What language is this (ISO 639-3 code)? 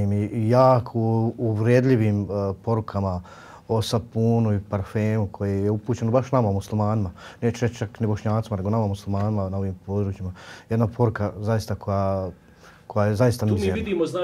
bos